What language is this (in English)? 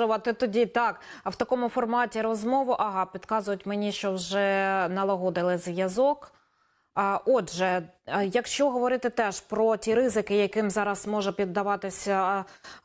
Ukrainian